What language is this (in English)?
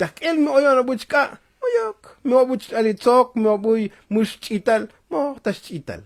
Tzotzil